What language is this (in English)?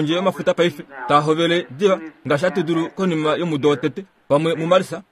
Kuanyama